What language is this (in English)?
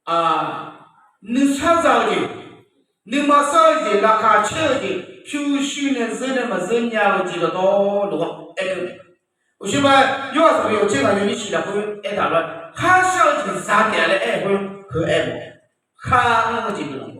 Akha